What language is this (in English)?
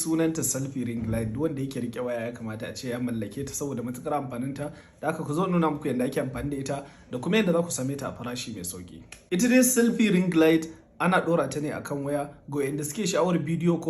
Hausa